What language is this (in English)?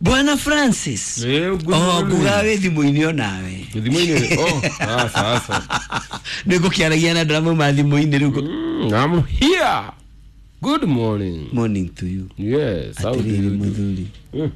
Kikuyu